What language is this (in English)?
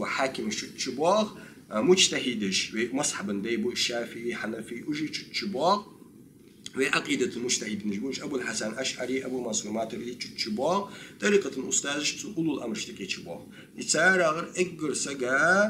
Ingush